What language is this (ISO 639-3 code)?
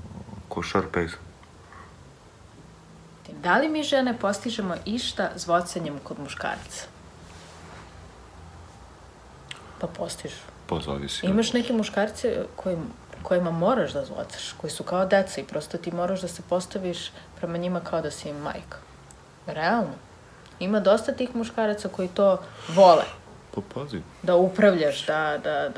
srp